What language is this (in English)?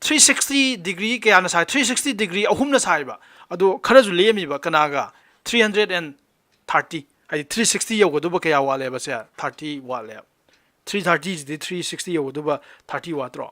Manipuri